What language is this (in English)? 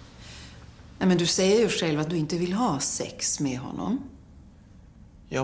Swedish